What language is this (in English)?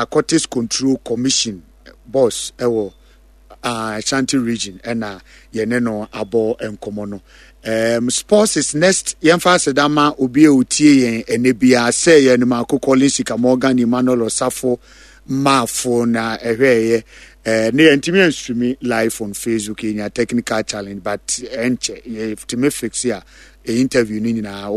Akan